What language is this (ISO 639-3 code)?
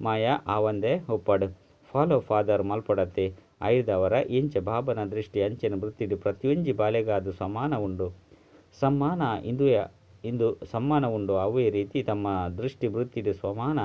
tcy